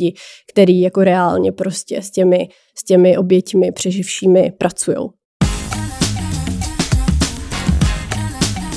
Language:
Czech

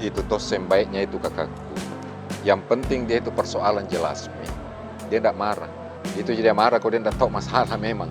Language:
Makassar Malay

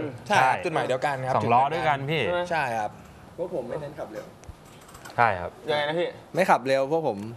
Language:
Thai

